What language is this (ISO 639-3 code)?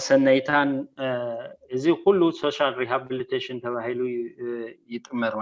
tir